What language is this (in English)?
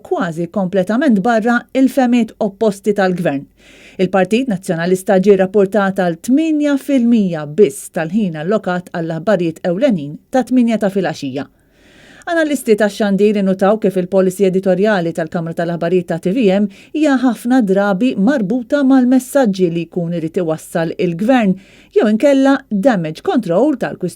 Maltese